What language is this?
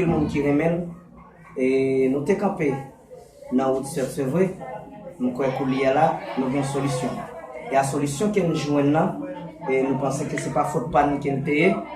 Haitian Creole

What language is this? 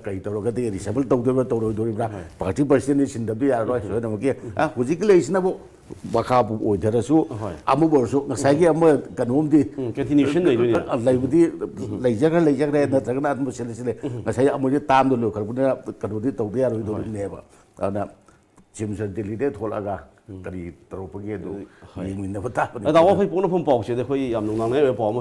Manipuri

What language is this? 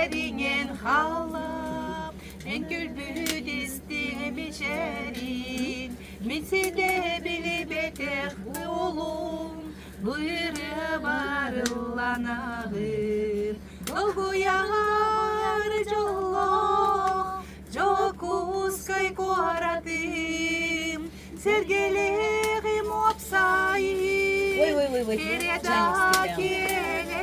Yakut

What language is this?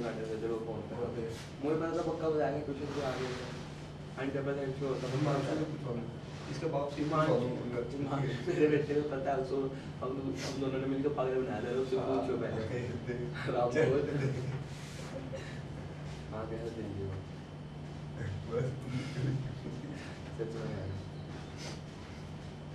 Hindi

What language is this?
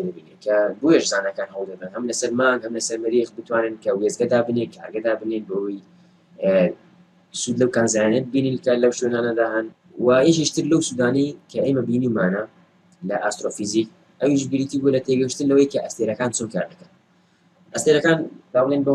Central Kurdish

